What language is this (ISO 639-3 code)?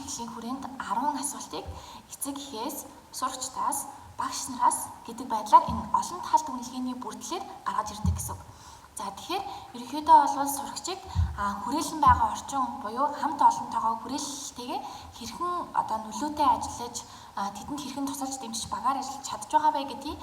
mon